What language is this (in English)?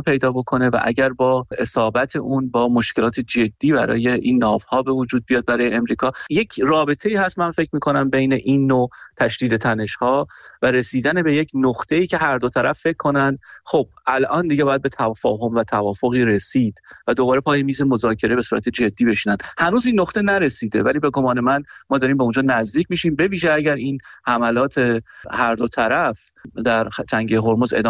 Persian